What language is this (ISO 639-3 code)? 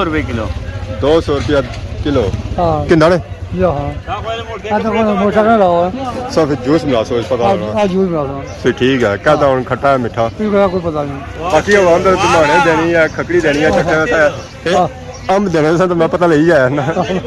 phr